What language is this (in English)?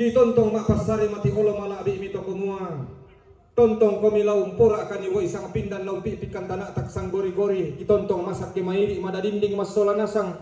Toraja-Sa'dan